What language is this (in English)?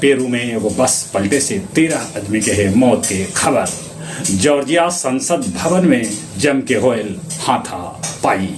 Magahi